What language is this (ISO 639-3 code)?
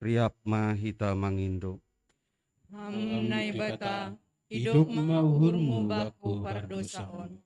bts